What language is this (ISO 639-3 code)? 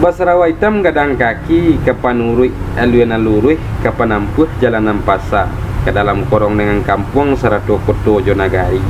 min